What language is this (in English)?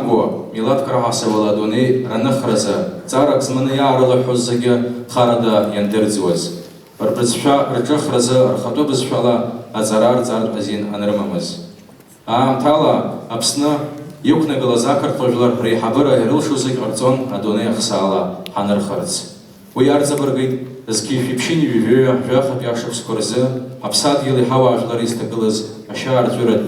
Abkhazian